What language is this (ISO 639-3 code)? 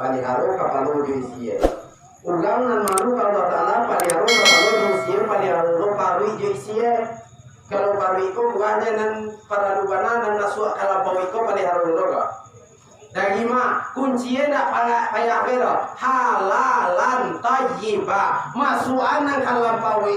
min